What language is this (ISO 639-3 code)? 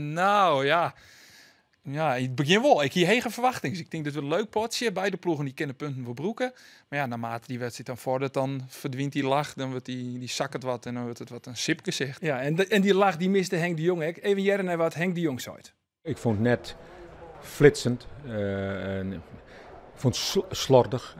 fry